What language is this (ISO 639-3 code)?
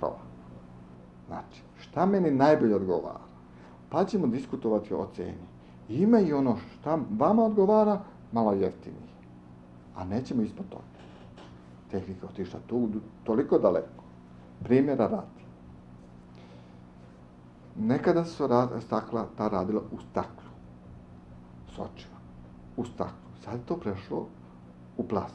srp